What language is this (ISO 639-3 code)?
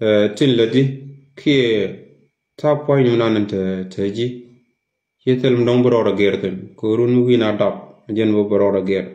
nus